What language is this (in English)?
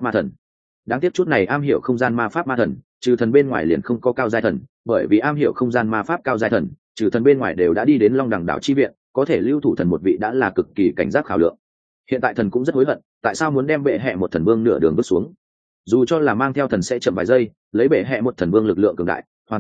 Vietnamese